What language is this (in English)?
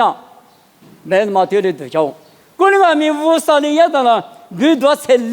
Lisu